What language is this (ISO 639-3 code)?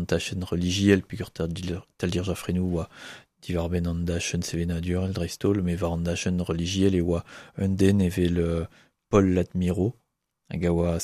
bre